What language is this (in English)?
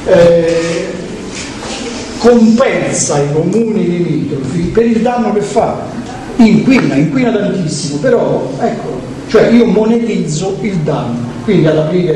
Italian